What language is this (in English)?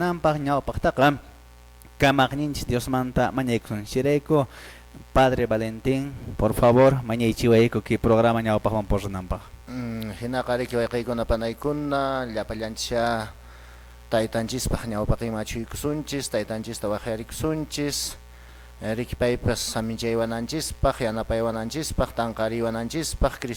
Quechua